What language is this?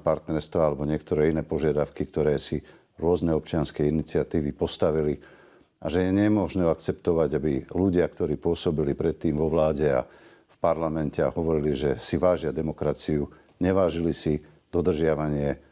Slovak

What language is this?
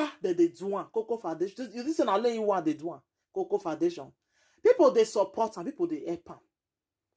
Nigerian Pidgin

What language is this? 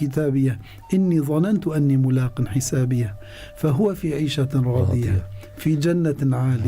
Kurdish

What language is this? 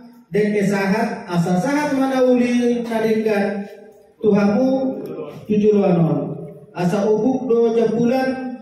Batak Toba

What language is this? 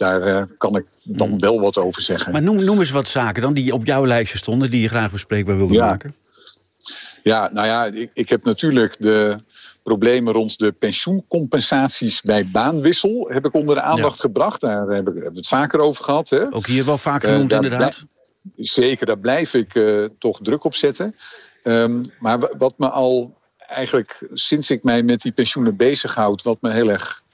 Dutch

